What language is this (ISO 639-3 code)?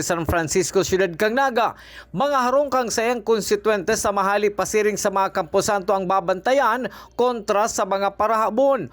bik